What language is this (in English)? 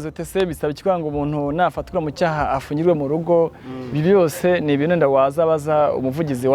Kinyarwanda